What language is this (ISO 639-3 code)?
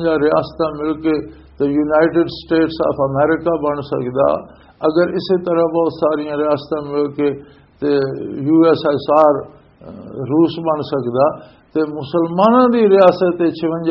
lah